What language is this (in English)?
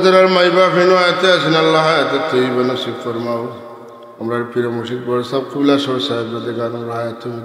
Sylheti